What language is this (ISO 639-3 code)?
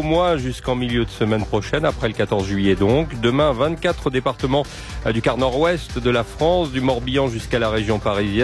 fra